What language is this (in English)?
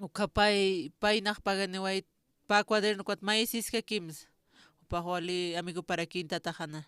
Aymara